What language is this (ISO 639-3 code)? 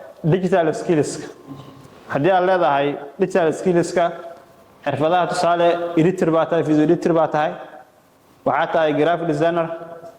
som